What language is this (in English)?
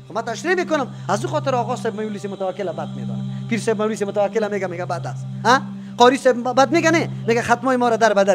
Persian